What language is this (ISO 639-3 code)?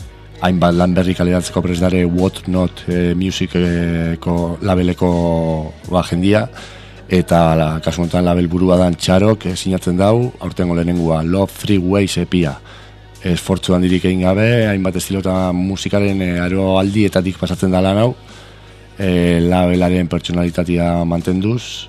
eus